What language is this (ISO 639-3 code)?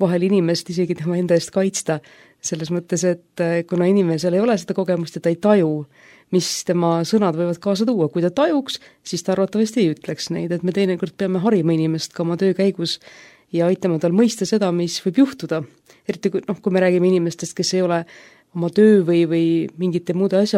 est